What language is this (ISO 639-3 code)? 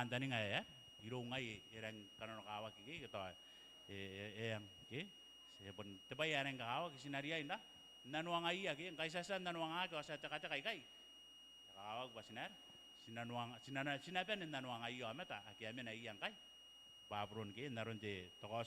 gil